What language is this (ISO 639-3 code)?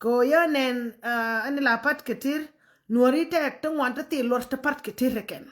nus